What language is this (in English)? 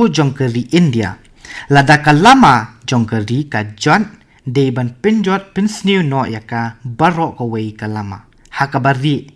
Khasi